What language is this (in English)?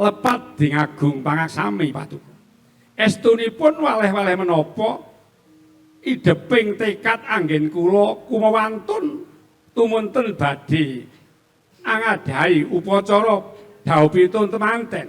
Javanese